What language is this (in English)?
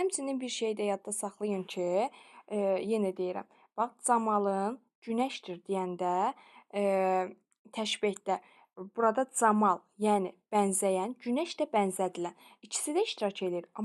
Azerbaijani